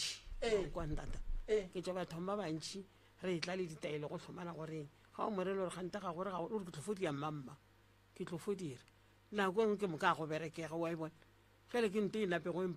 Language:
Northern Sotho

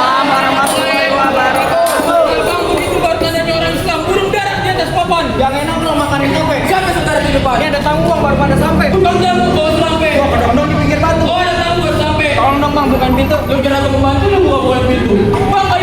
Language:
Betawi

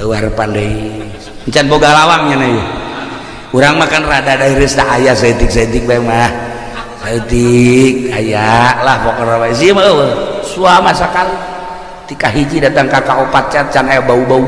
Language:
Sundanese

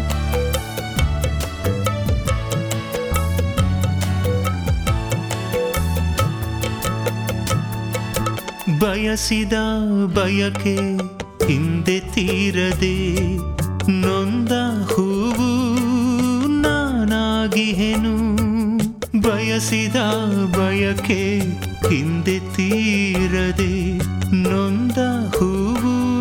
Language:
Kannada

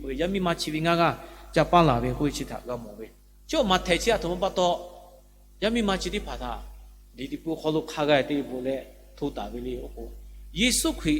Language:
Lahu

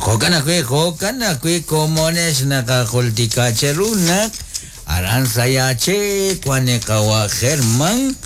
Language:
Kekchí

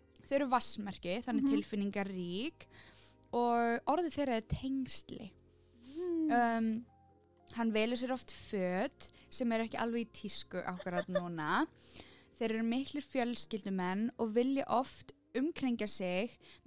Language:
Icelandic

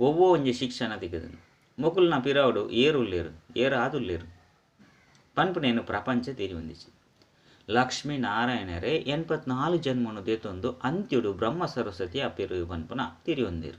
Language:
Tulu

